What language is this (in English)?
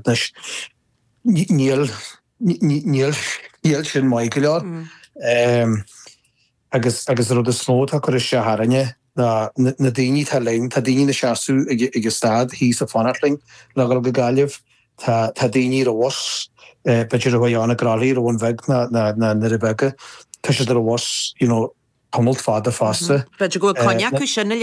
Irish